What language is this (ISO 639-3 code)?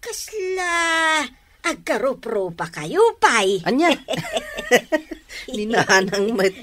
ilo